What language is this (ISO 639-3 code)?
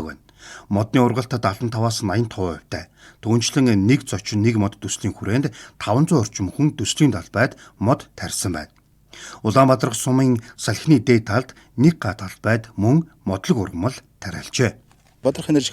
mon